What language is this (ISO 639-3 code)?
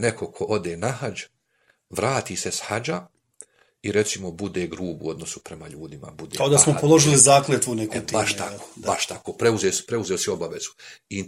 bos